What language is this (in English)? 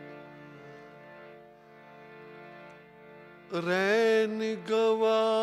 Punjabi